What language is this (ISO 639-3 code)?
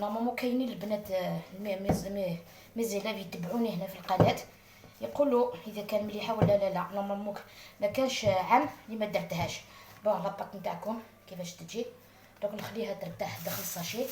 arq